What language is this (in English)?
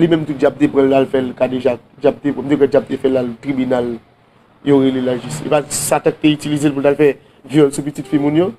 Haitian Creole